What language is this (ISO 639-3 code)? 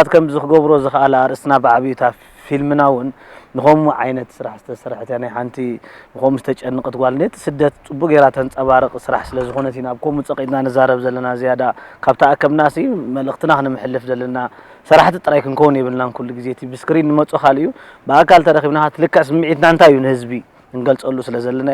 tir